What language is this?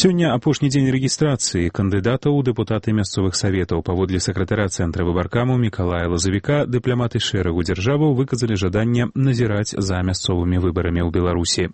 Belarusian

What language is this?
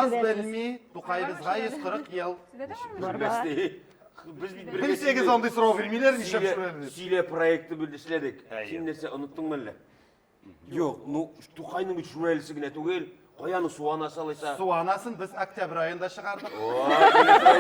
Tatar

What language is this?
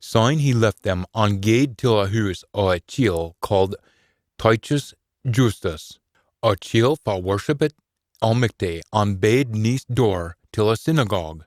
Scots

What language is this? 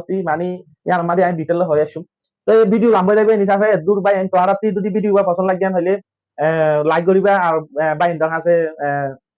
Rohingya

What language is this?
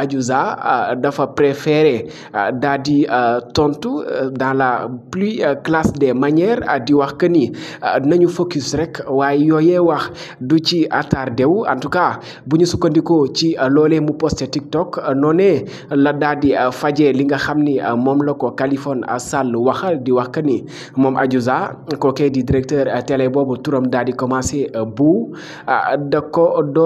Wolof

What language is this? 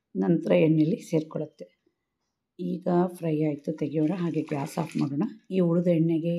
Kannada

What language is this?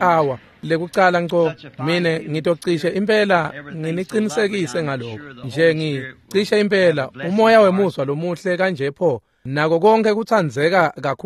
Swati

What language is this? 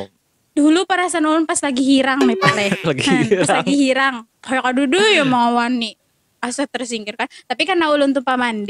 Banjar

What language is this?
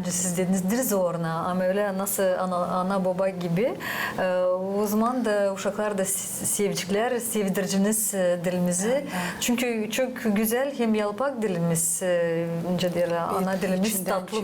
Gagauz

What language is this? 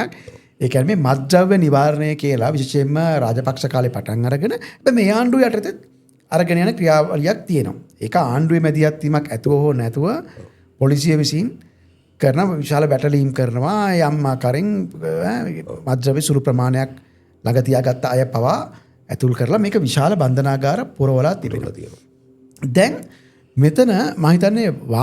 Sinhala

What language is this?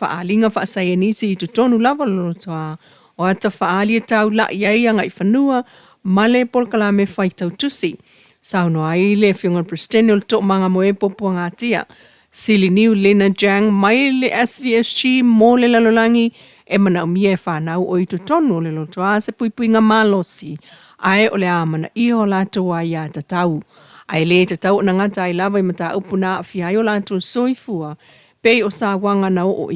Samoan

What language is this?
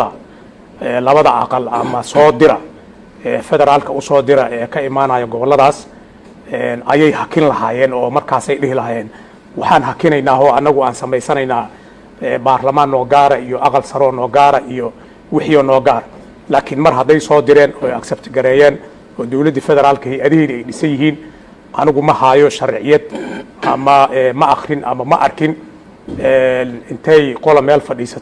Somali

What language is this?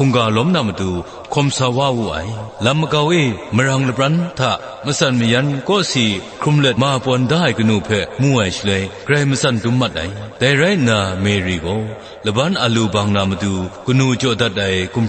Kachin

